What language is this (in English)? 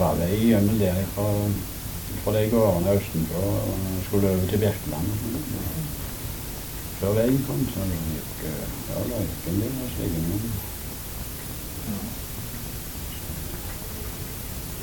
Norwegian